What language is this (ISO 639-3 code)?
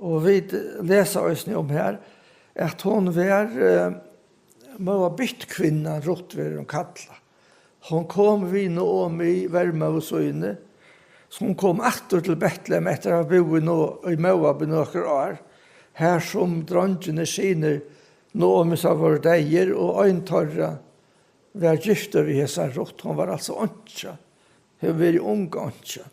fao